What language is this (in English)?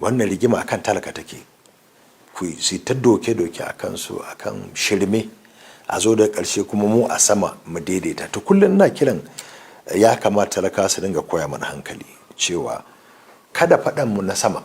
Hausa